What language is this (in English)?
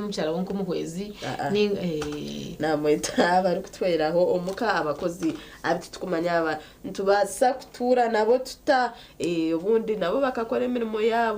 Nyankole